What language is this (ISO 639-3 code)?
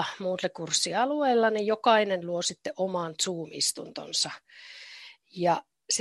fin